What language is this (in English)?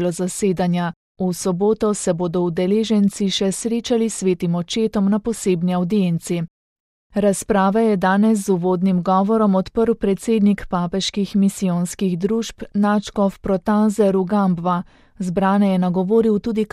Slovenian